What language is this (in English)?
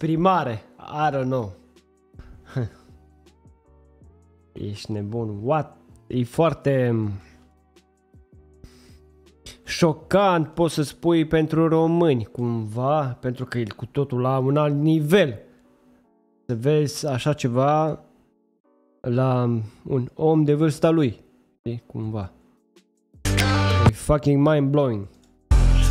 Romanian